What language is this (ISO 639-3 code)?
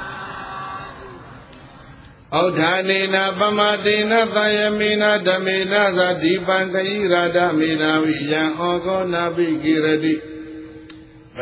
mya